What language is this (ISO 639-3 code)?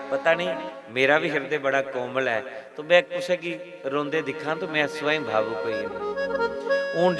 doi